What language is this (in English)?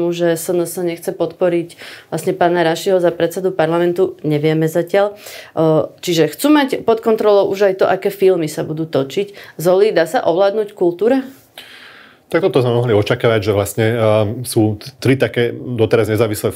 Slovak